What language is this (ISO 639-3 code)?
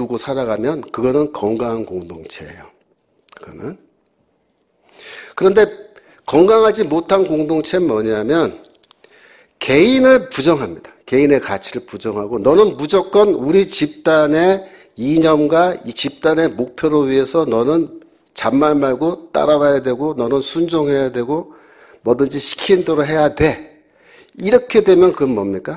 kor